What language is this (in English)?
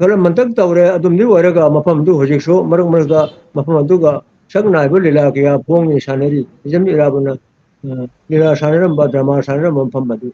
Manipuri